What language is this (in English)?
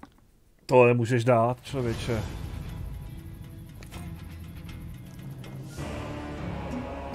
Czech